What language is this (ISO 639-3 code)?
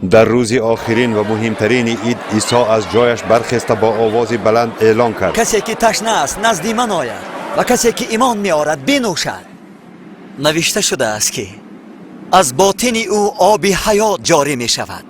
tgk